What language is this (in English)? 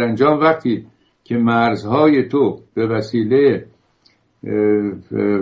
Persian